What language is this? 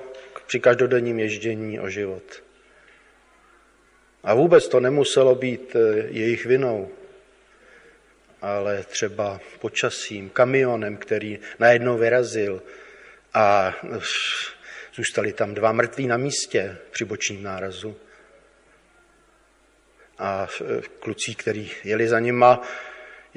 Czech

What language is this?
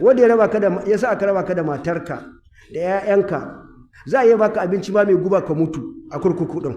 Hausa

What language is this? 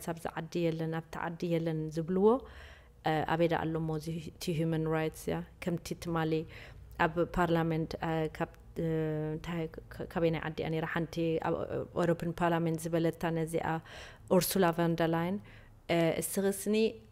Tigrinya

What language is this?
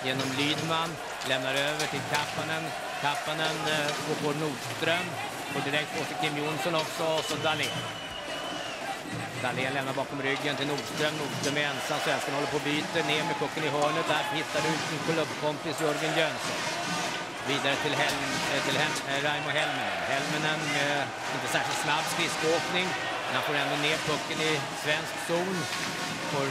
Swedish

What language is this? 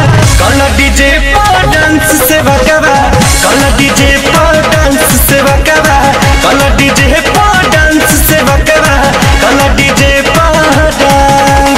Bhojpuri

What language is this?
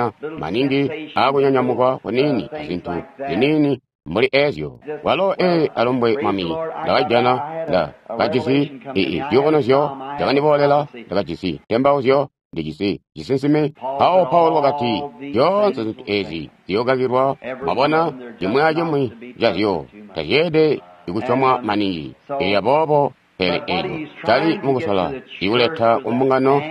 Tonga (Zambia)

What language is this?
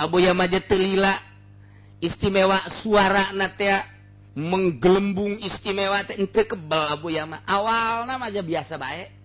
Sundanese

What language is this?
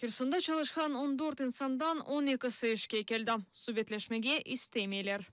Crimean Tatar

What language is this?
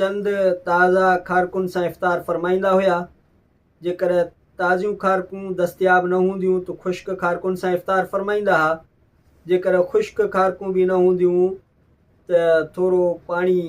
Sindhi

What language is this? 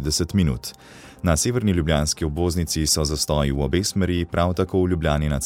Slovenian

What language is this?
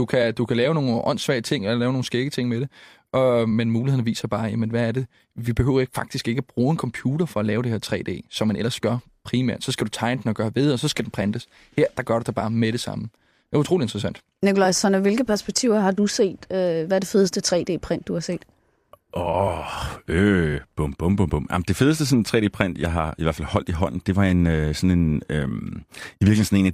Danish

